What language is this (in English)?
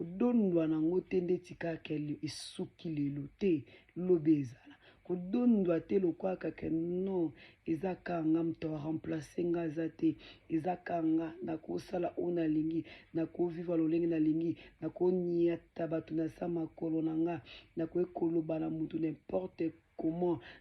Lingala